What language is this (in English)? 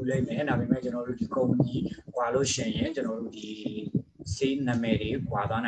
Burmese